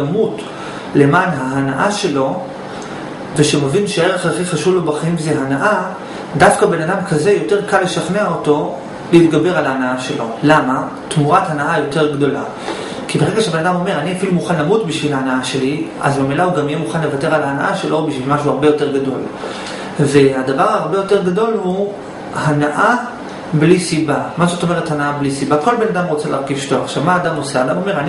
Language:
Hebrew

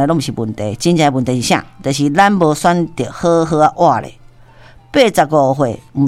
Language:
Min Nan Chinese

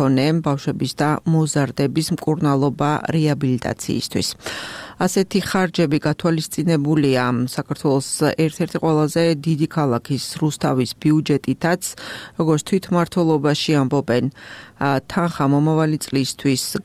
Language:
Georgian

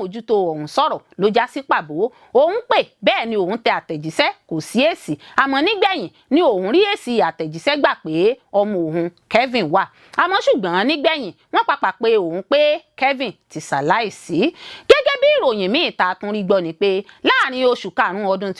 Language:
Yoruba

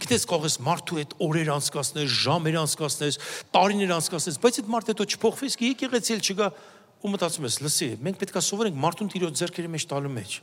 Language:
Armenian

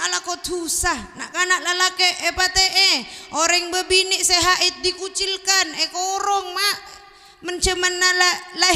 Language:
Madurese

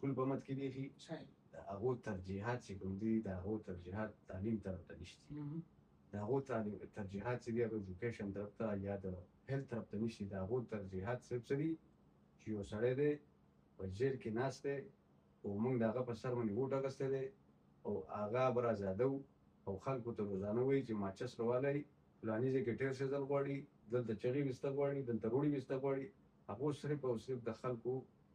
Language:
Pashto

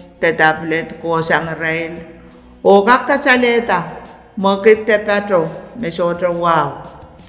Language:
Pohnpeian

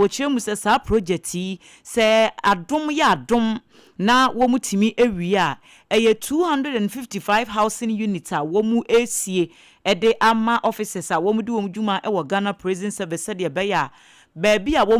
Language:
Akan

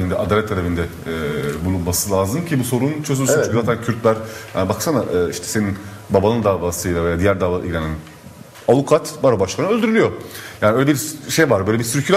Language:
Turkish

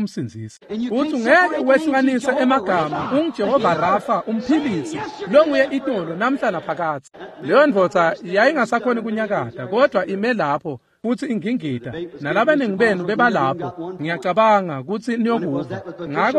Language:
Swati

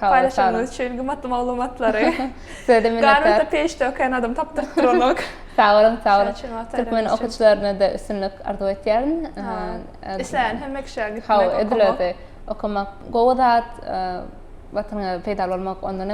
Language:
Turkmen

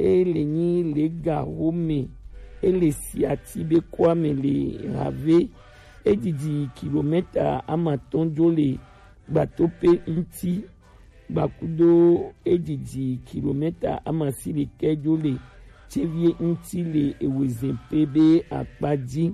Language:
Gen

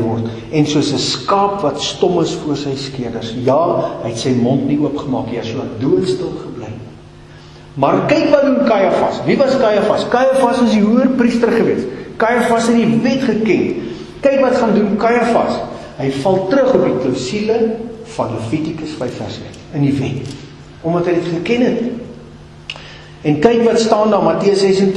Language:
Afrikaans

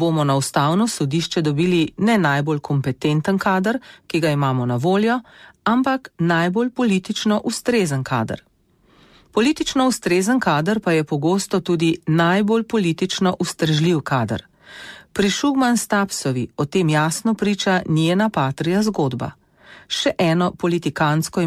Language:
Slovenian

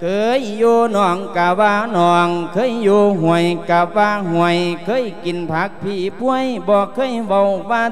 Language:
Lao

